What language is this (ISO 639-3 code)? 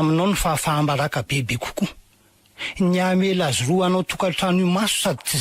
mlg